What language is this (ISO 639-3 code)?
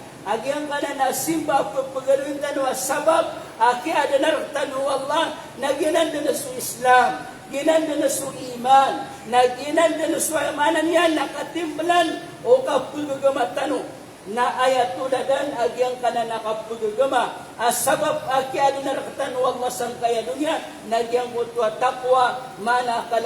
mrw